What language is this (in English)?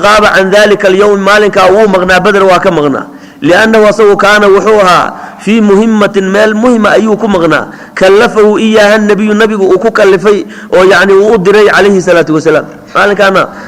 Somali